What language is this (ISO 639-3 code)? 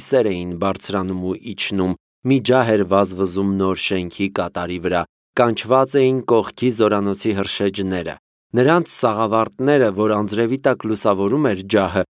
hye